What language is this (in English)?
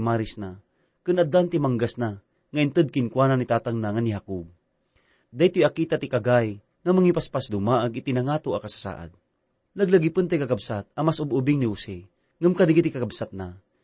Iloko